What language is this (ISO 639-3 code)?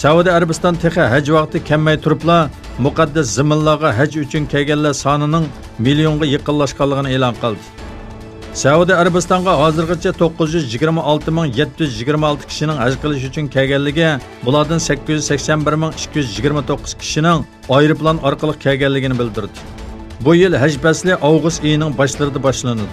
uig